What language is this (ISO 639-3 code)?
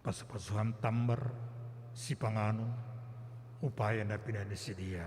bts